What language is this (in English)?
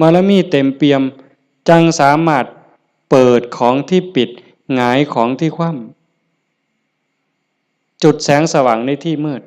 Northeastern Thai